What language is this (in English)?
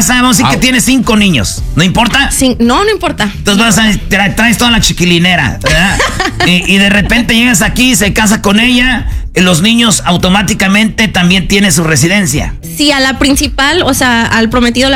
Spanish